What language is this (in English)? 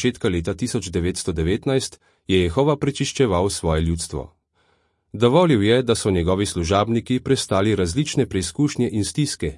Slovenian